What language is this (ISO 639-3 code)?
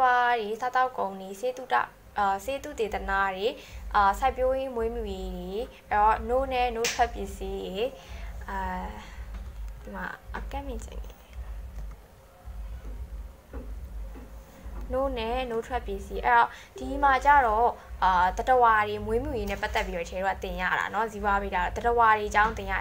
mya